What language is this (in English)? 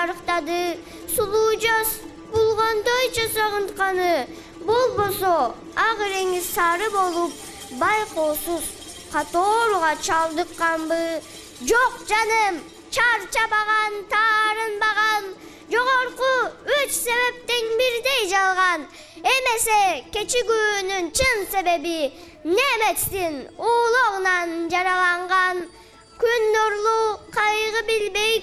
Kyrgyz